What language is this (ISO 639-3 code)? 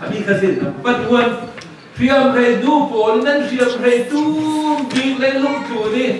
cfm